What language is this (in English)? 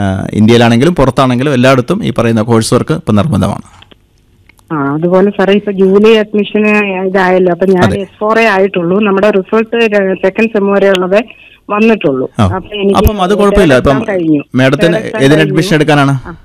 Malayalam